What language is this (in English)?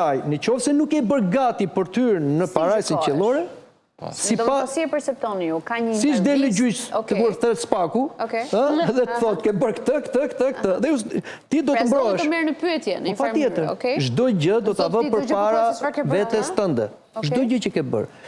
Albanian